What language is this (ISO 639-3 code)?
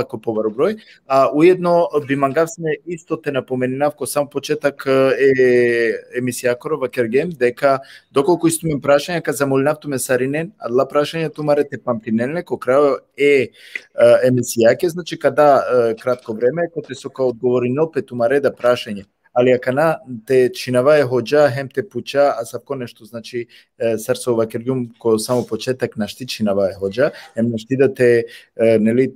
rmn